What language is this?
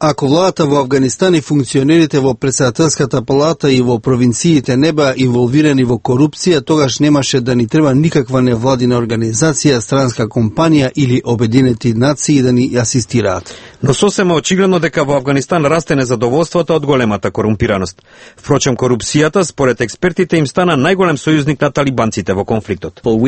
Macedonian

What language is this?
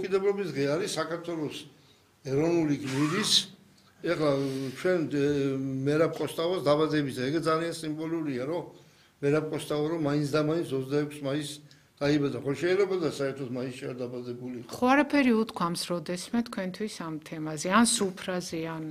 Georgian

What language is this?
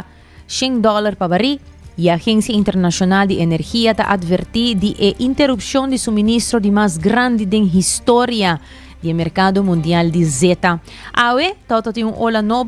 Papiamento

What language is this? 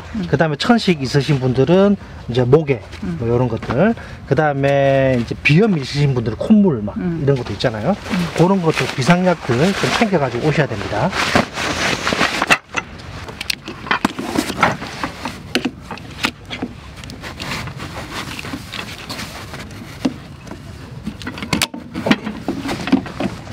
Korean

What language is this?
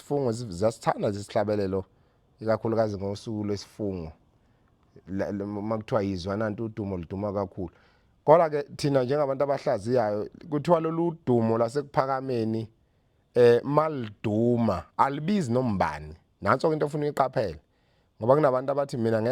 Zulu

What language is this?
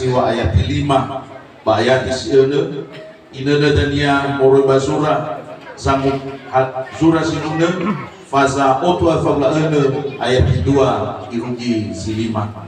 Nias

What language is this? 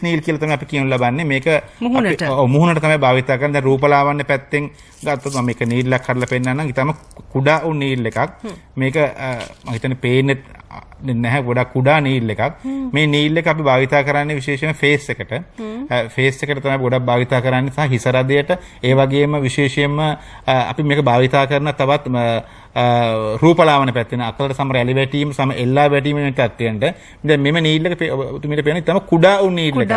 Sinhala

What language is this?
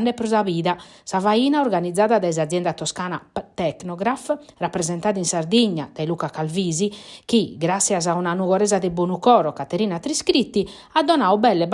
Sardinian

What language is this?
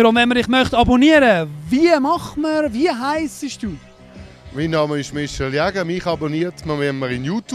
Swiss German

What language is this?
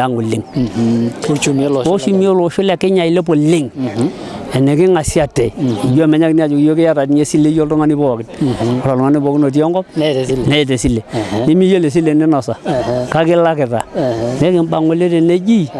Masai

